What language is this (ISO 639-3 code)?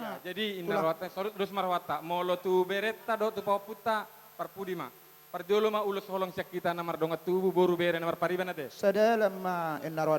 bbc